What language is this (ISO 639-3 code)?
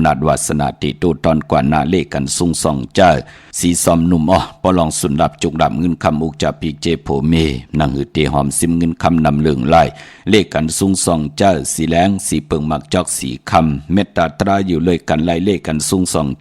shn